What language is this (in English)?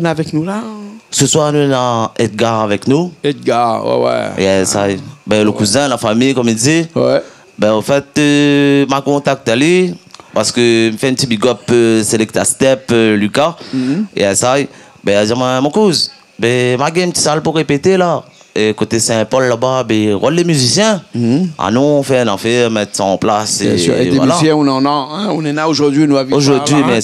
Réunion Creole French